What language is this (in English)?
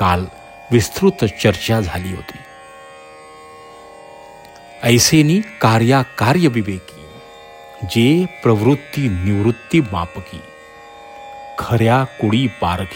Marathi